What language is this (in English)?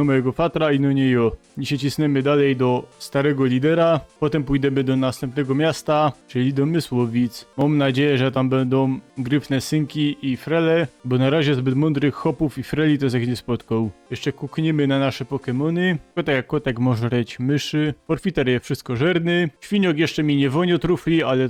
Silesian